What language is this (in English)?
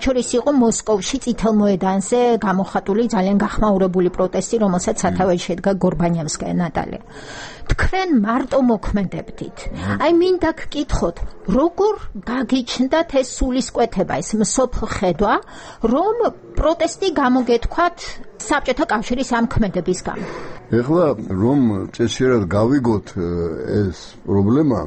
Georgian